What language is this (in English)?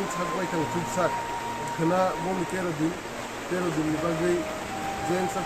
Kok Borok